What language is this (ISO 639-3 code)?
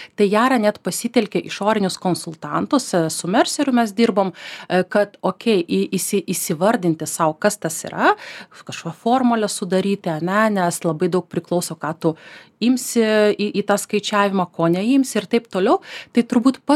lit